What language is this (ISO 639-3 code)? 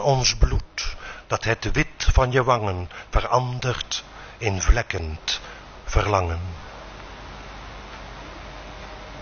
afr